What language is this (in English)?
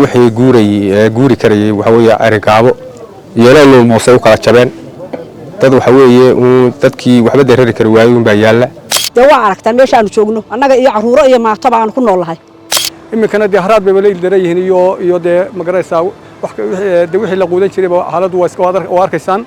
Somali